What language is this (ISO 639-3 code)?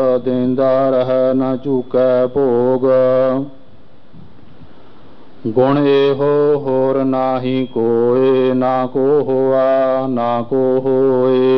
pan